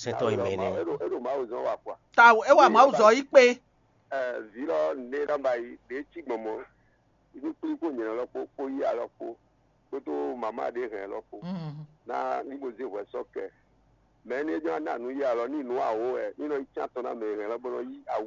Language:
Fon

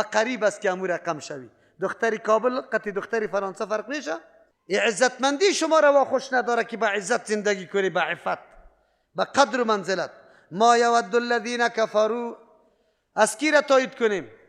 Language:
Persian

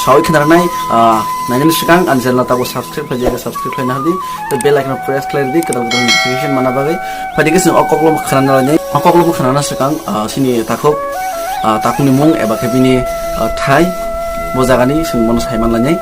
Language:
Kok Borok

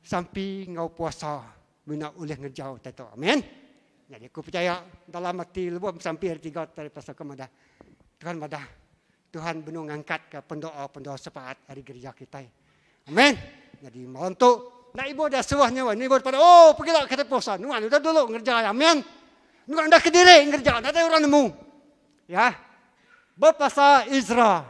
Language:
Iban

